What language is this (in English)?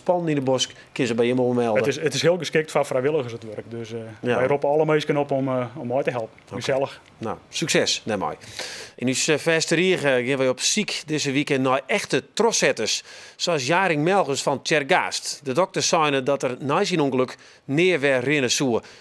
Western Frisian